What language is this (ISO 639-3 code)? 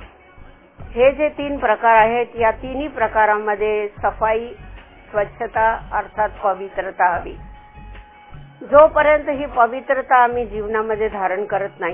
mar